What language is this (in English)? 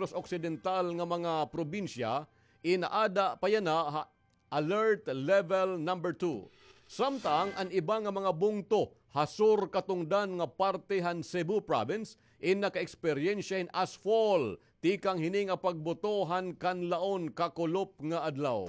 Waray